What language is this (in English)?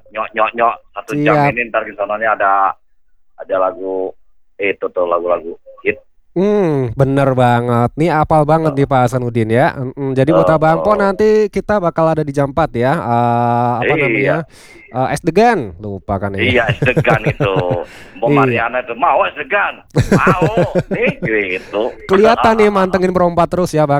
Indonesian